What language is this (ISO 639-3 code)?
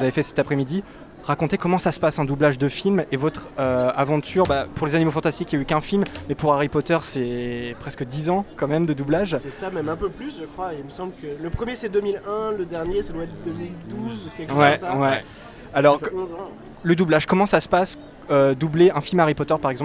fra